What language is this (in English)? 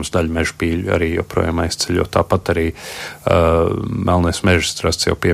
Latvian